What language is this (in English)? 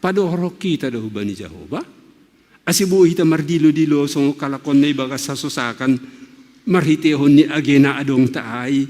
Batak Simalungun